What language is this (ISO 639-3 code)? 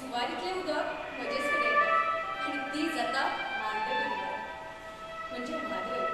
kok